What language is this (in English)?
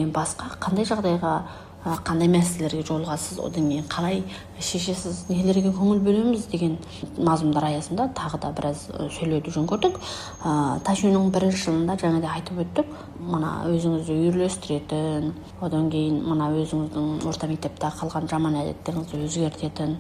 Kazakh